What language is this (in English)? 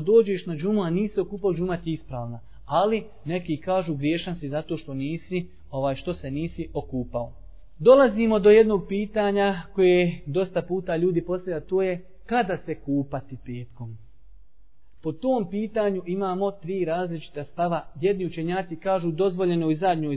Bosnian